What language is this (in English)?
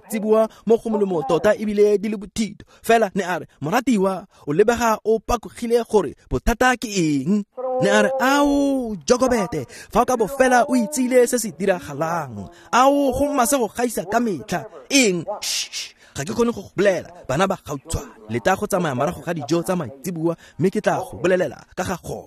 Tswana